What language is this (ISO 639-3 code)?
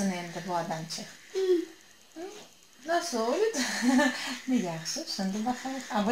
crh